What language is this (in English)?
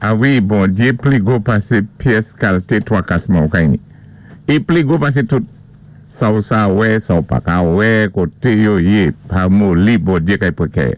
Saint Lucian Creole French